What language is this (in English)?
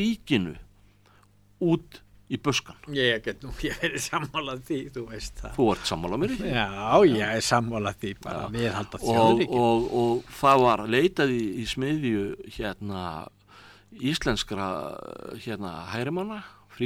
Icelandic